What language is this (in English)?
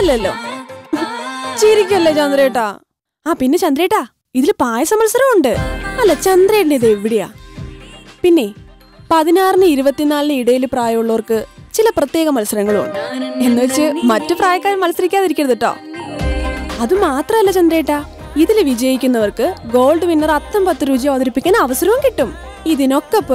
Malayalam